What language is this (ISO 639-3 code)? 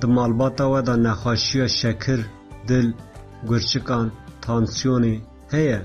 kur